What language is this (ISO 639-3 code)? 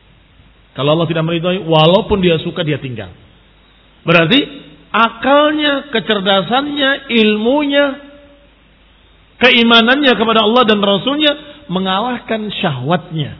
ind